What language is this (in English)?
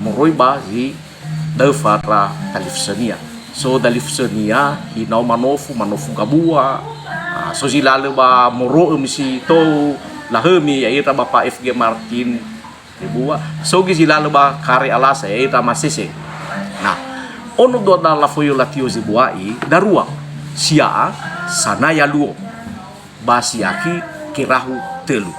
Nias